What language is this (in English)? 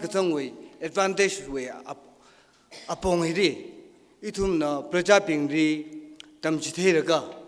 Tangkhul Naga (India)